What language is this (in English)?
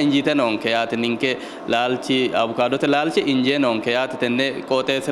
Sidamo